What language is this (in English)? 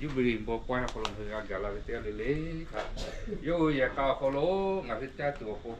Lahu